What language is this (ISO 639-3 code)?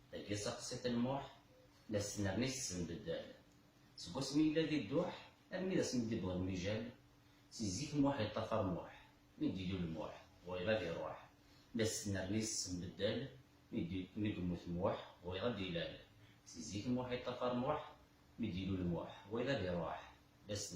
kab